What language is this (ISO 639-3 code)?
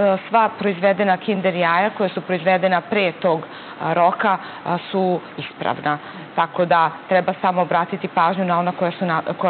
srp